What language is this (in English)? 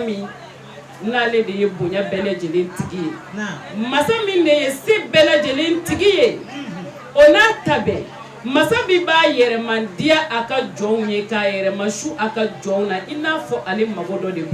Bambara